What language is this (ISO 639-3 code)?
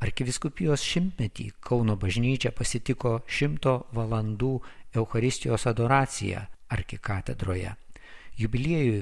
lit